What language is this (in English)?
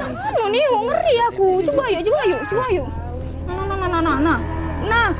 Musi